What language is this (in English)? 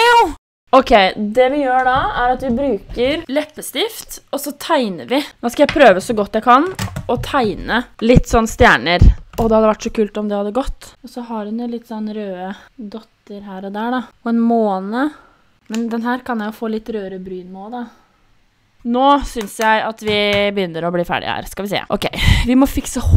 Norwegian